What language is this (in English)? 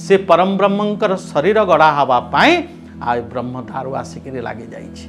Odia